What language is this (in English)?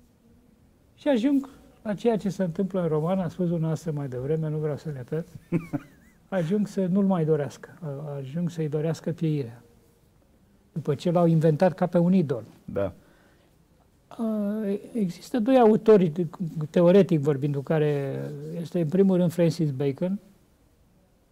Romanian